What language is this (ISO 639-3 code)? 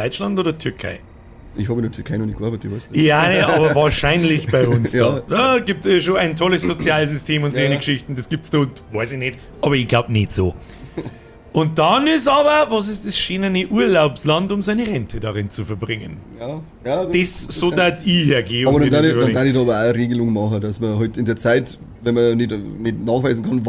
bar